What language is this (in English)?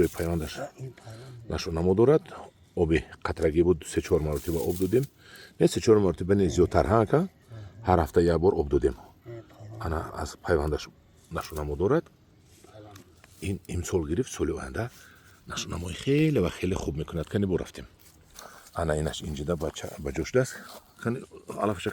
Tajik